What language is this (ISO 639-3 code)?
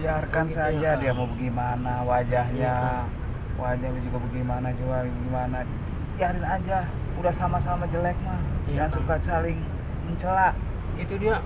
bew